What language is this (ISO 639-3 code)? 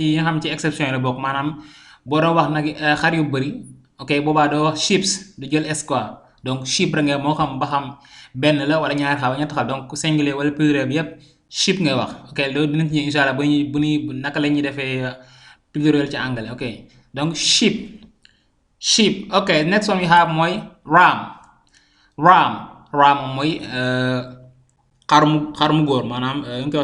wol